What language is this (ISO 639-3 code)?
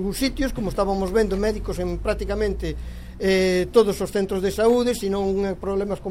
glg